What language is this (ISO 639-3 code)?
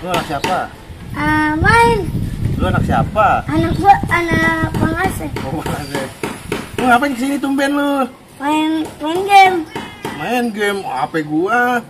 bew